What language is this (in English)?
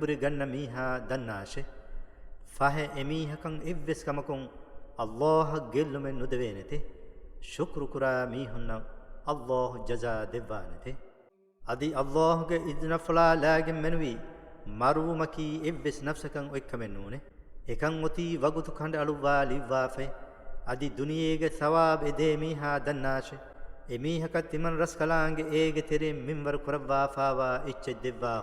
Divehi